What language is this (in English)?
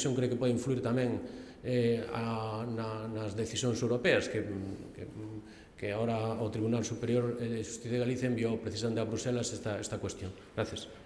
Galician